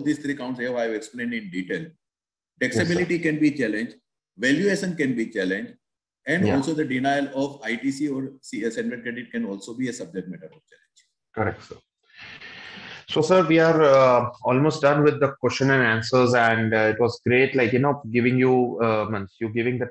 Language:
English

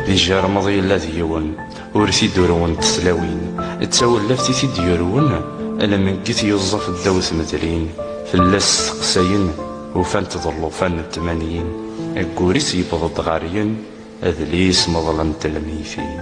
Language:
Kabyle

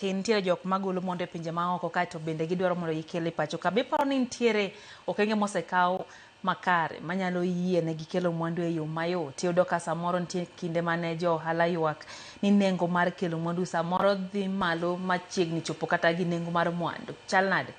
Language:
Luo (Kenya and Tanzania)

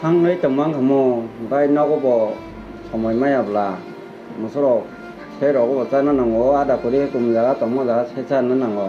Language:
Kok Borok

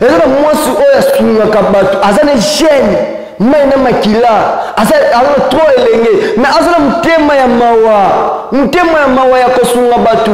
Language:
Lingala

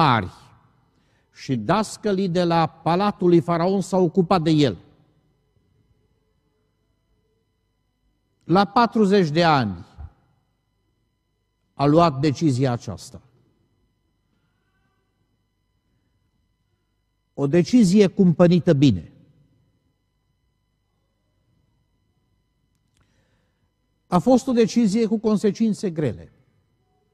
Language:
Romanian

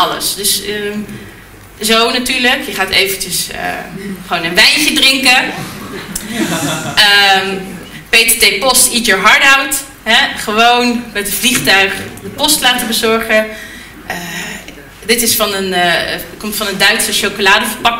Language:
Dutch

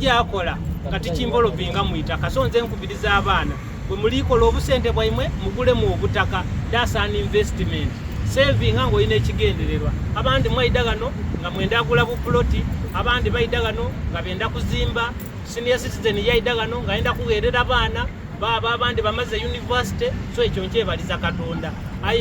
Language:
Soga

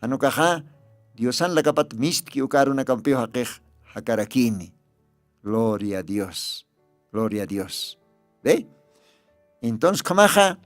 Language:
Aymara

